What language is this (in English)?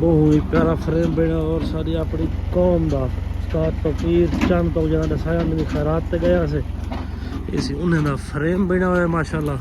Saraiki